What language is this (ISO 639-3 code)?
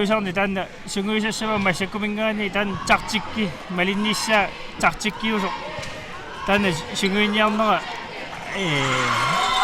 kal